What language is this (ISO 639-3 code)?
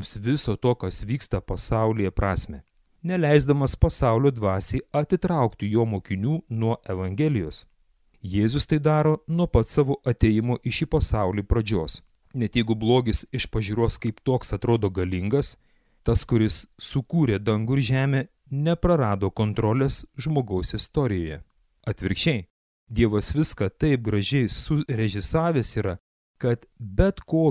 lit